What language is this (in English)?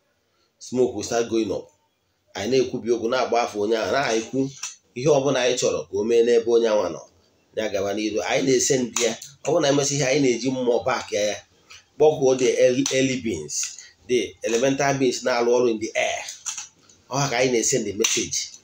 Igbo